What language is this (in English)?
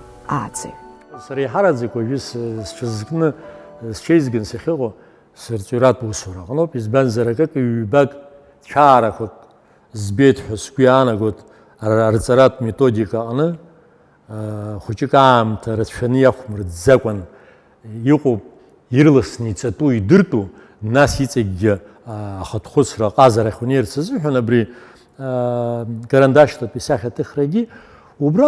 Abkhazian